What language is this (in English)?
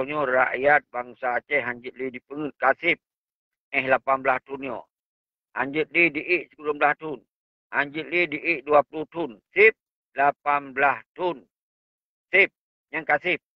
Achinese